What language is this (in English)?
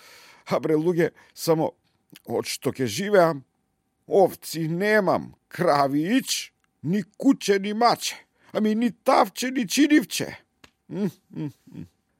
Macedonian